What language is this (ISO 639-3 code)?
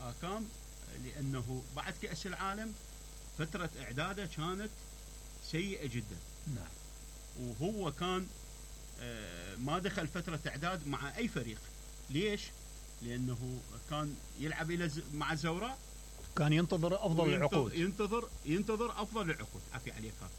acm